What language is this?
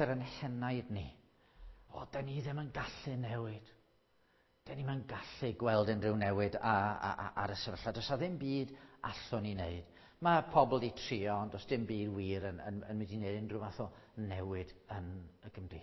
Welsh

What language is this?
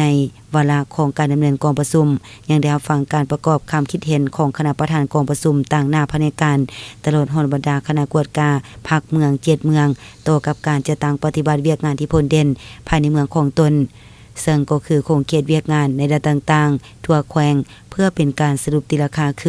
Lao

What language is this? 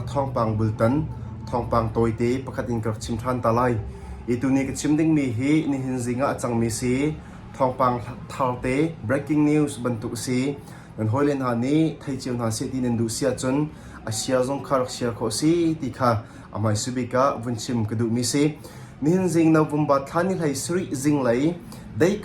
Hakha Chin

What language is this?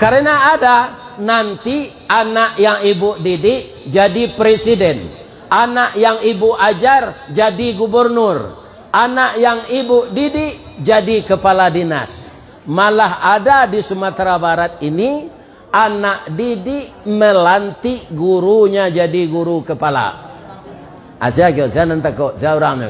Minangkabau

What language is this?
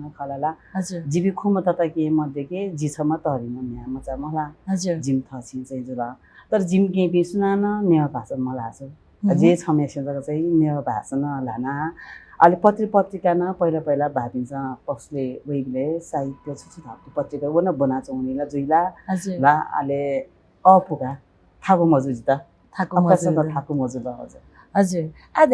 Newari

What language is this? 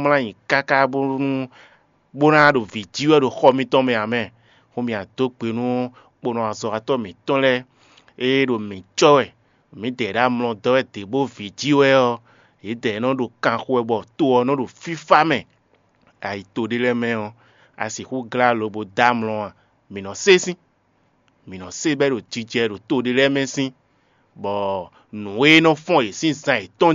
Fon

